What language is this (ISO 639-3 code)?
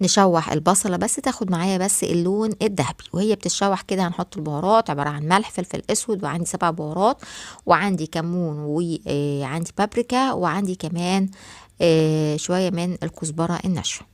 arz